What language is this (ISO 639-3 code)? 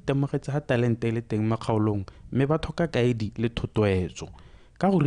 tsn